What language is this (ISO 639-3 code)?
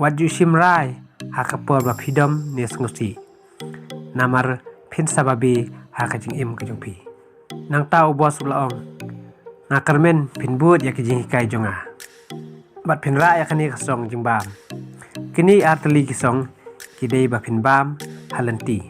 kha